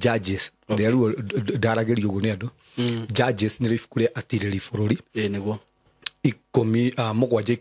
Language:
Kikuyu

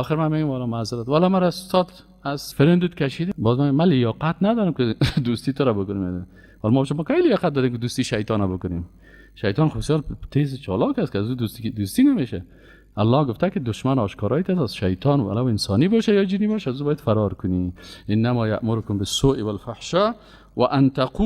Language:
Persian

